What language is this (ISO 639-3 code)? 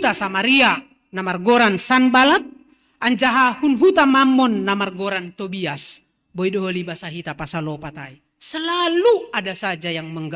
bts